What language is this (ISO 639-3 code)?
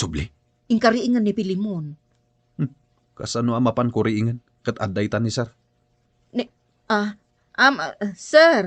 ilo